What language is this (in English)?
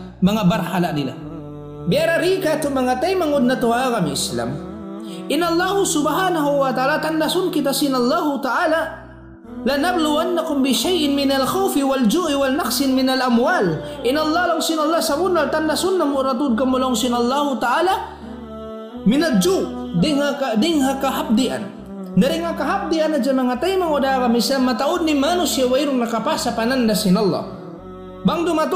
Tausug